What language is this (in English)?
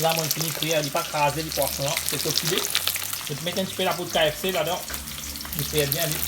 Morisyen